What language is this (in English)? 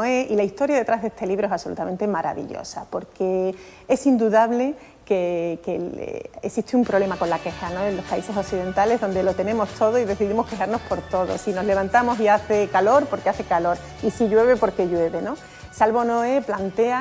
Spanish